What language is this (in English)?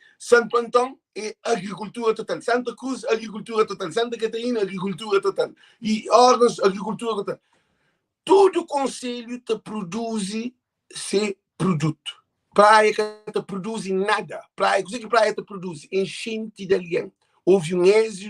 Kabuverdianu